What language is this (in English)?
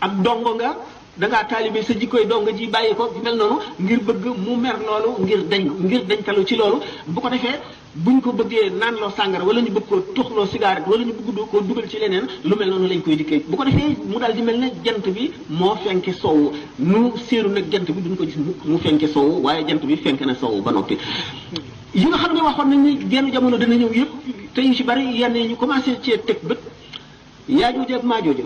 Wolof